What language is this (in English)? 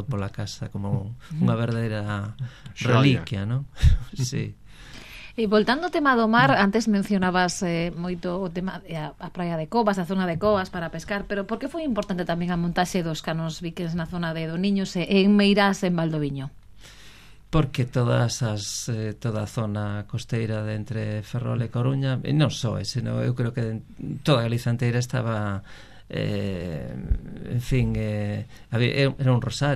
Galician